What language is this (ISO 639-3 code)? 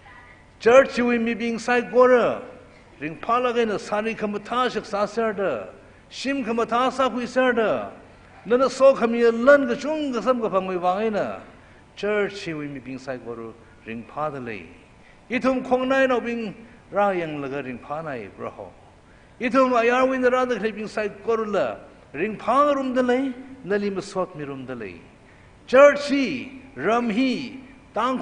nmf